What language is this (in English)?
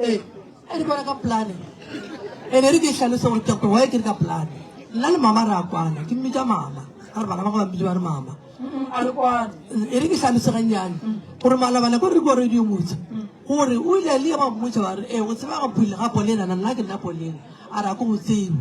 Northern Sotho